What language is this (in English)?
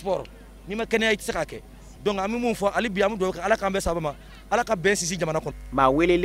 Bambara